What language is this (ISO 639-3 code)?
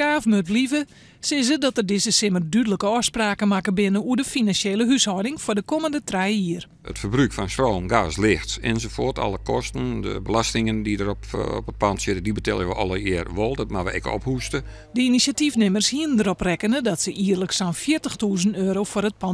fry